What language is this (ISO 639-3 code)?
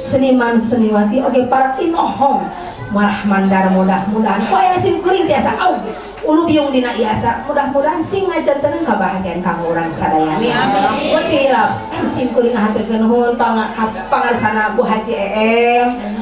sun